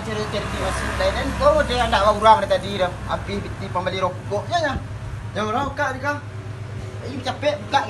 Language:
Minangkabau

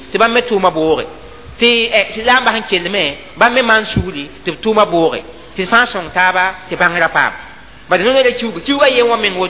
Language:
Mossi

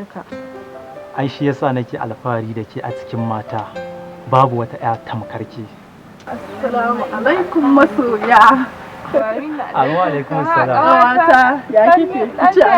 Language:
Hausa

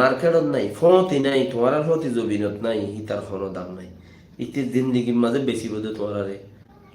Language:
Rohingya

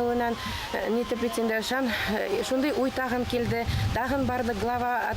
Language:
Bashkir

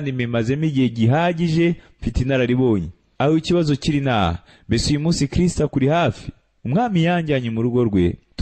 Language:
Kinyarwanda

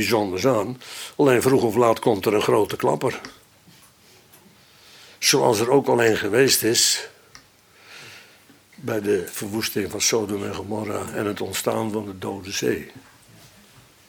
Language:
Dutch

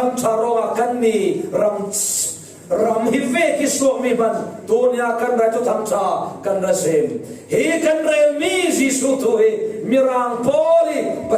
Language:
Falam Chin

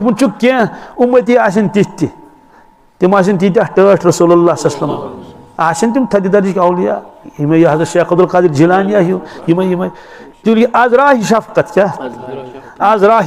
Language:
Kashmiri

